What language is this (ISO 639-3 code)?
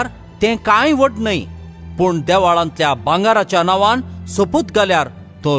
kok